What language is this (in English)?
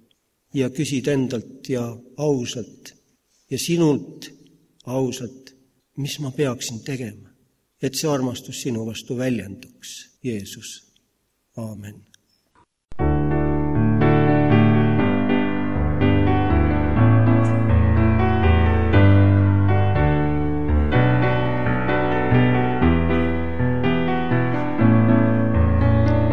Estonian